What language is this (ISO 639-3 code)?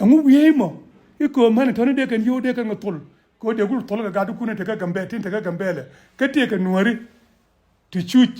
nus